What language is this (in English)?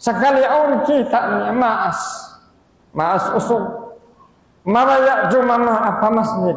Tausug